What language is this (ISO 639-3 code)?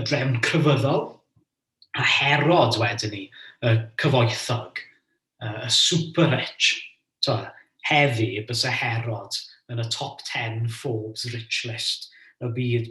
cym